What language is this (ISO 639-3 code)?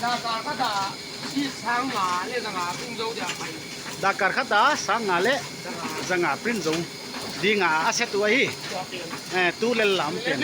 pck